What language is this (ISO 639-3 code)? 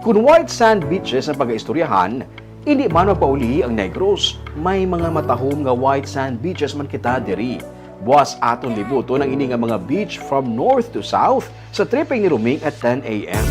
hil